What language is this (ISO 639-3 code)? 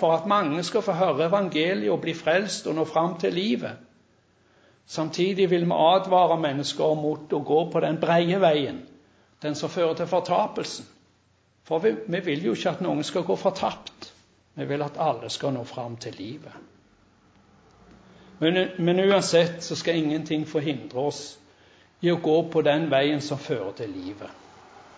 nor